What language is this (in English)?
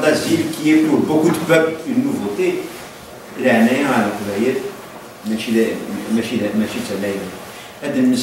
Kabyle